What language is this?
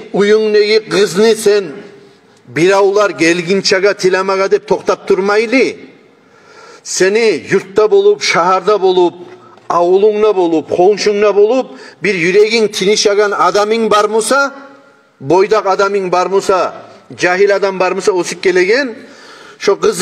Kumyk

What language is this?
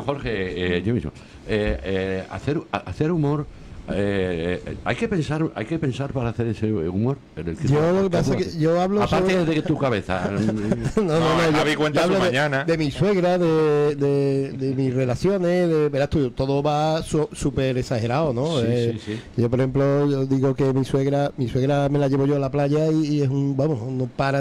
Spanish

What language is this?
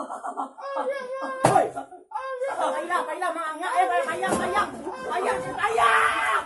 Minangkabau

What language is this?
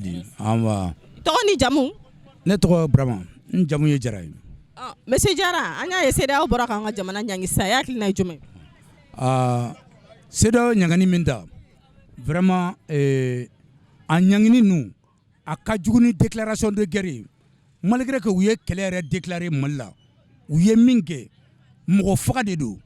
Bambara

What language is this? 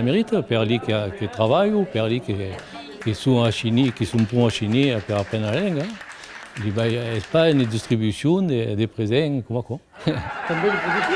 Occitan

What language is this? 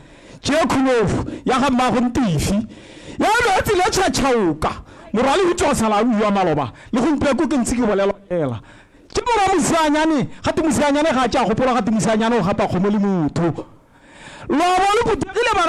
Tswana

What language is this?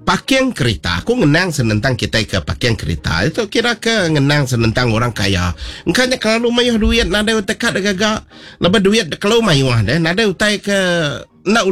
Iban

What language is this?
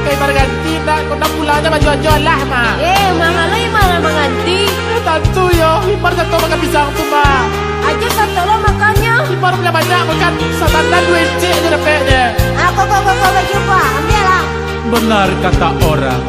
Minangkabau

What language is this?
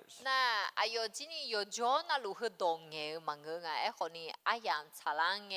Akha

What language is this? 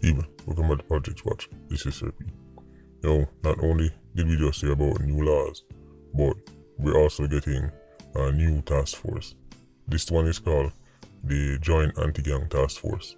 Jamaican Creole English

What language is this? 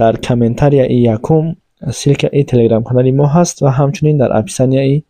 Tajik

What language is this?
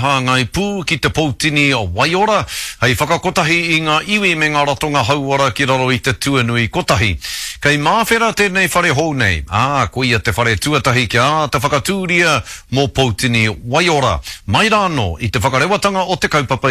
Māori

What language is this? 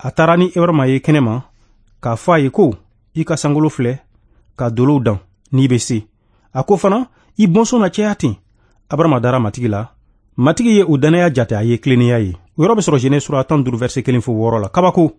Bambara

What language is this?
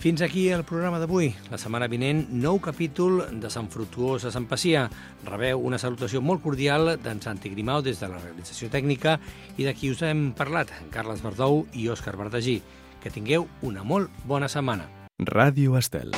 Catalan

